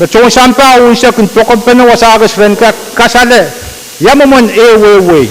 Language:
Pohnpeian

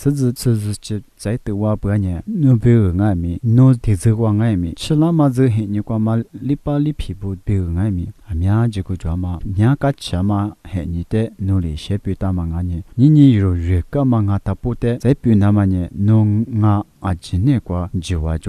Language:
Lisu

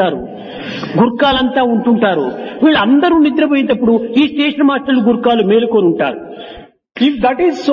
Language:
Telugu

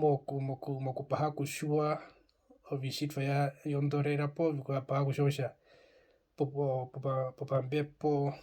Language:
Herero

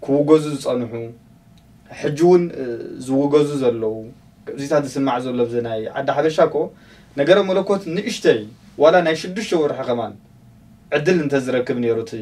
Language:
Tigrinya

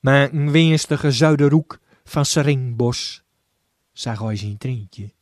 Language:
Gronings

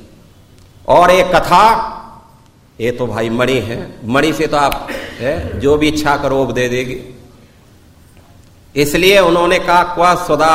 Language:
Hindi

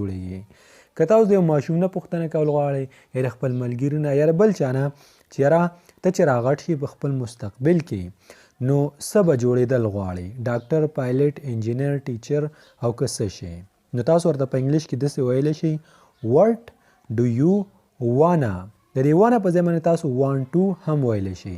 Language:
Pashto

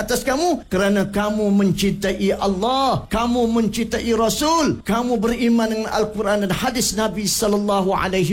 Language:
Malay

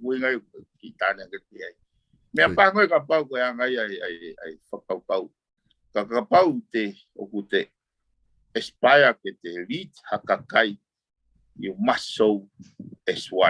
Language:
Tongan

